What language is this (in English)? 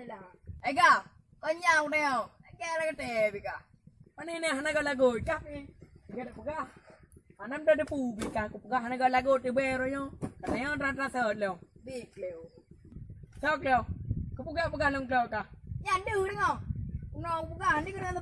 Achinese